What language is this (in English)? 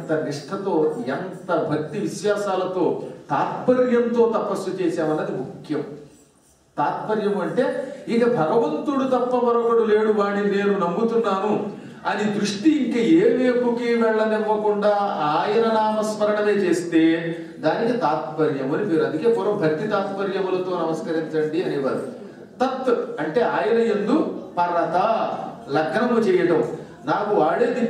Telugu